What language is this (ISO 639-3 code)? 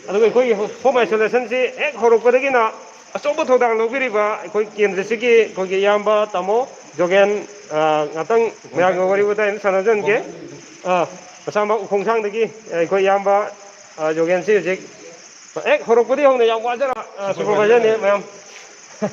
mni